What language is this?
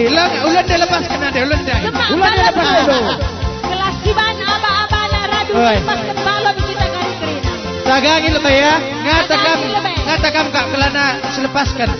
Batak Karo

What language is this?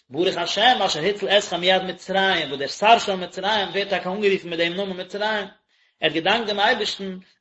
Yiddish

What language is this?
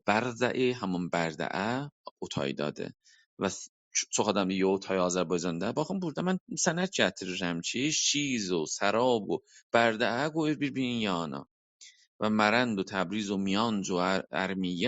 South Azerbaijani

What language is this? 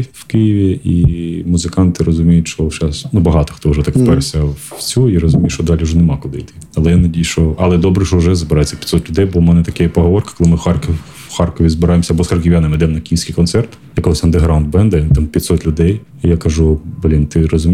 Ukrainian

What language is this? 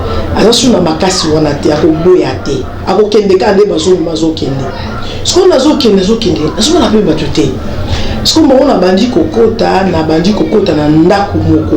Lingala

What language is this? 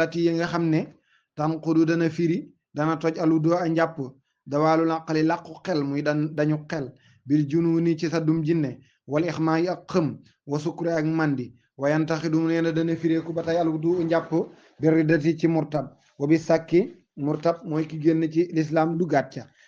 Wolof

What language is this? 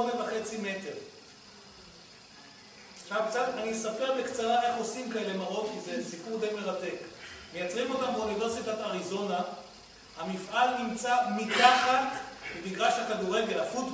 Hebrew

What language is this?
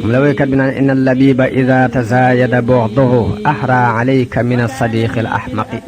Wolof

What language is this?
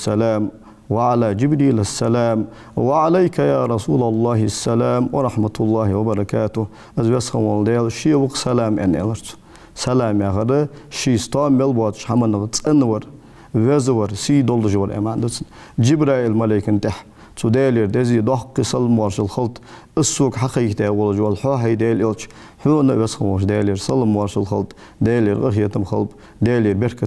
Ingush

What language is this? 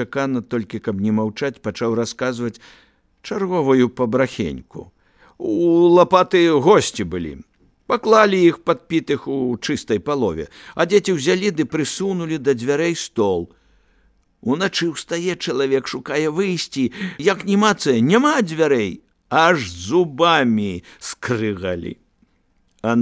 Belarusian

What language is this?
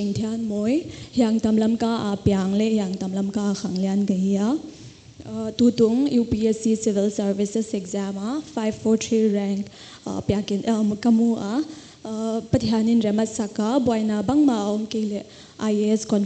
Paite Chin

